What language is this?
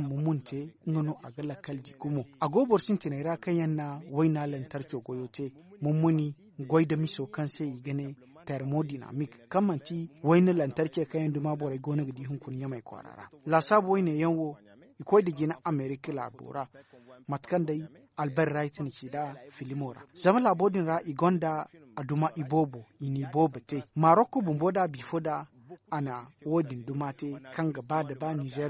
Zarma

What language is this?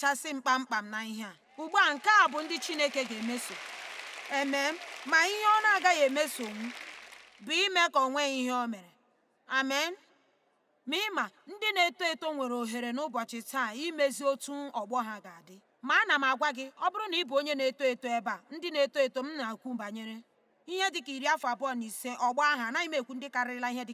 Igbo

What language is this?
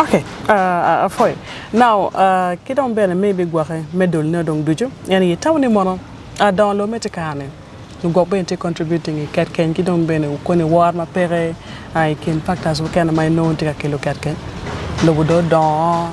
Acoli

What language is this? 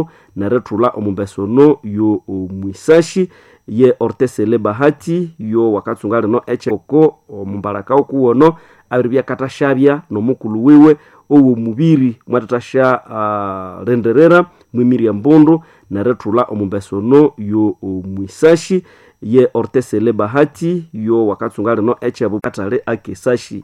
Nande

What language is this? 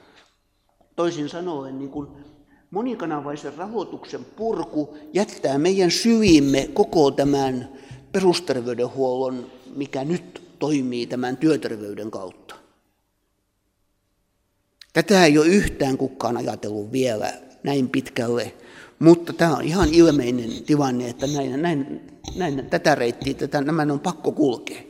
Finnish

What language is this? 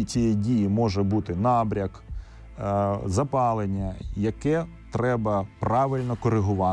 Ukrainian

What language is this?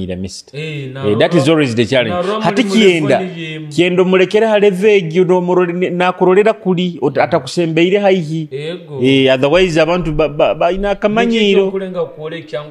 Nyoro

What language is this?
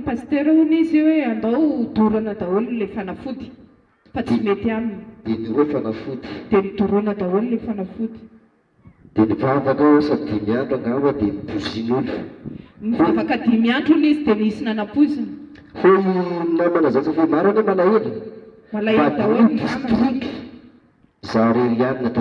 Malagasy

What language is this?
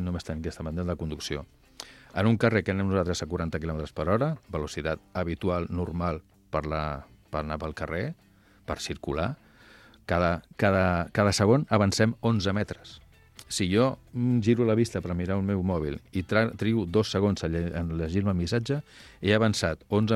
Catalan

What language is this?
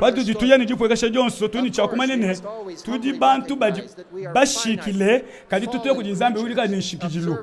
Luba-Lulua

